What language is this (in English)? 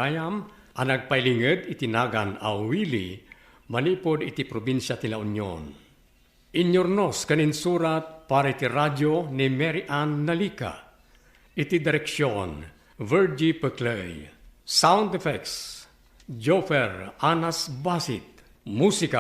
Iloko